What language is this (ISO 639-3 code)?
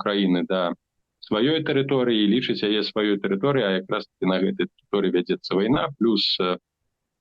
bel